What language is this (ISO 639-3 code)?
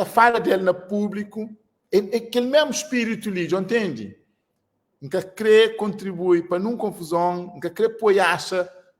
kea